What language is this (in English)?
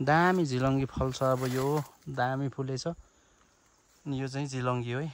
Nepali